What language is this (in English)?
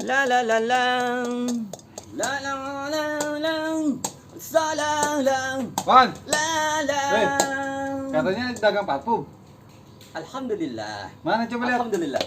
Betawi